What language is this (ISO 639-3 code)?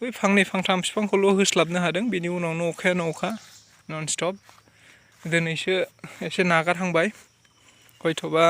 brx